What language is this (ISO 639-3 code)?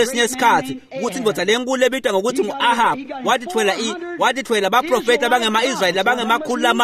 ssw